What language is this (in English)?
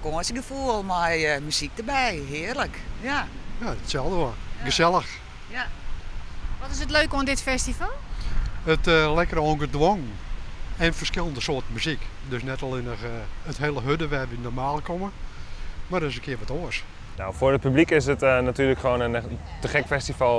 Western Frisian